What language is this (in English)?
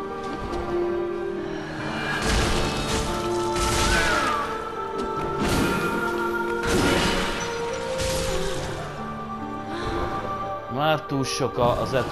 Hungarian